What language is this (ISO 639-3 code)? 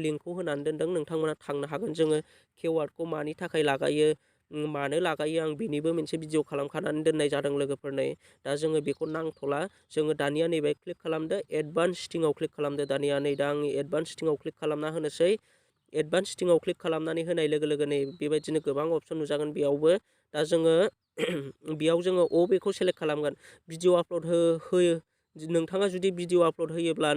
brx